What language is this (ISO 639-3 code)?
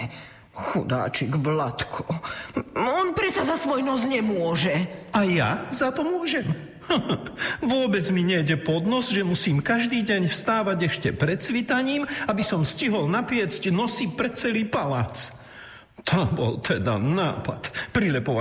slk